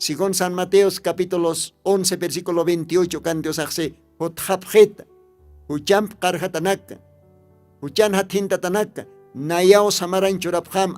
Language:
Aymara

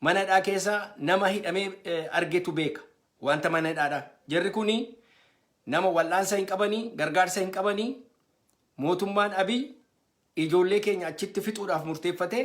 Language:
Oromo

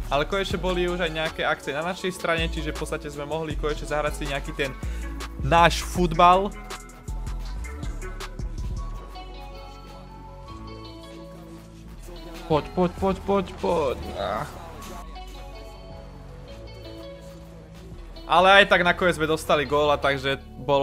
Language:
Slovak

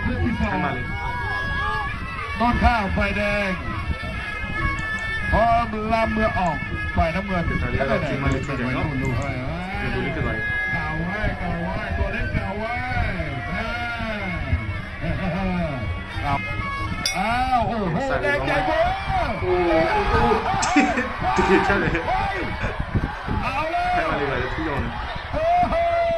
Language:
Burmese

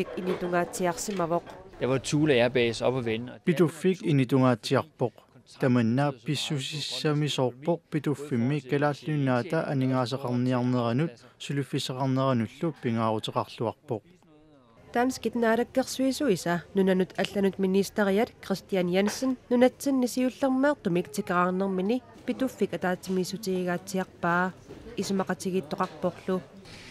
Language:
Kalaallisut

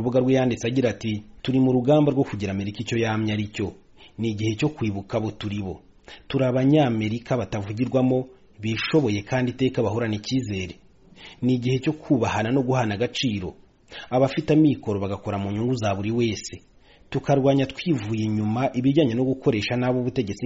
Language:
Kinyarwanda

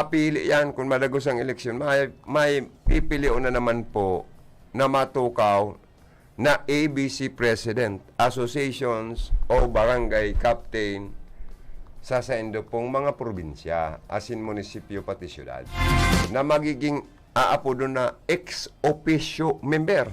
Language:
Bikol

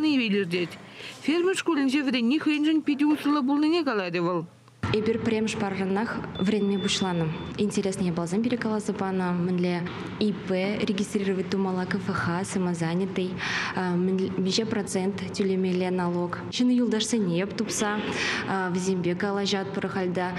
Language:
Chuvash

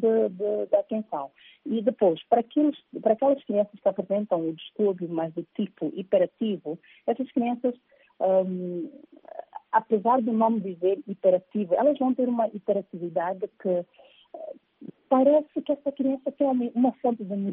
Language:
Portuguese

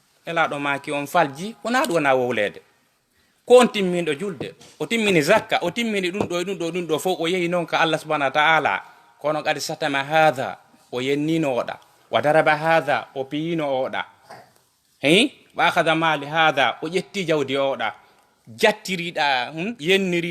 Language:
Fula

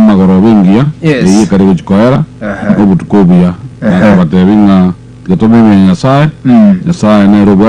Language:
Gusii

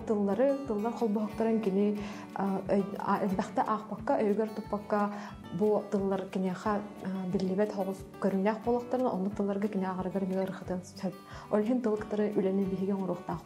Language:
Yakut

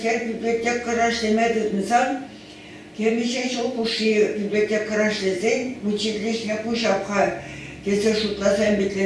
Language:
Chuvash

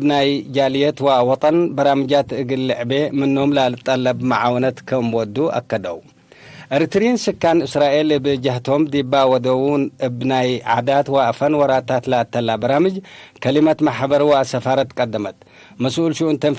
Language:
Tigre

